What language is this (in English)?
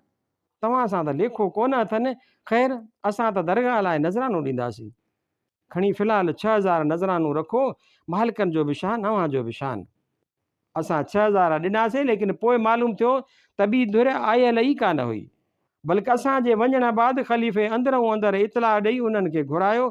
Sindhi